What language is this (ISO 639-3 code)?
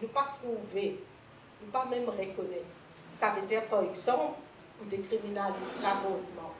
mfe